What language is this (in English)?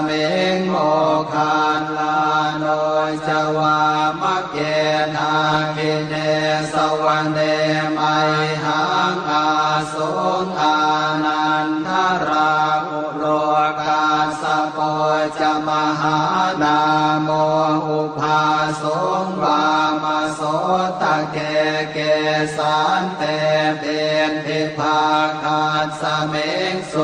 Pali